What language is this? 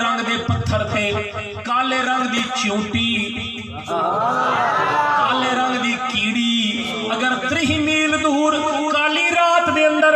Saraiki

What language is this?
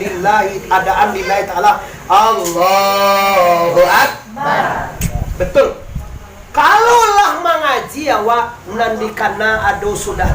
Minangkabau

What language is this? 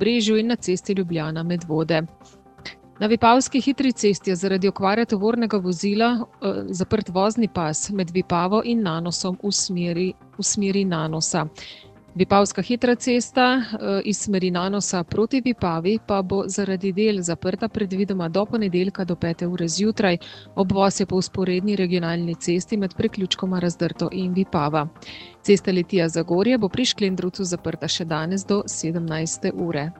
Slovenian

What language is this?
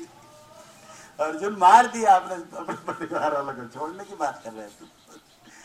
Hindi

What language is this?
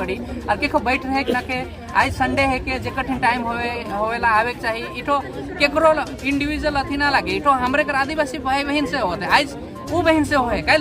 Sadri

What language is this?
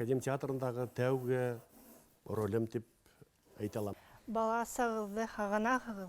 Bashkir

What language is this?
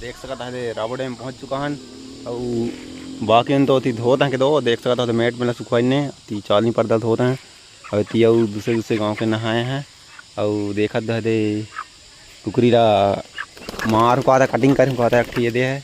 Chhattisgarhi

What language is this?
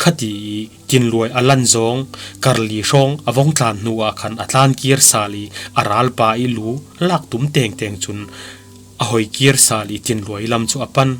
Falam Chin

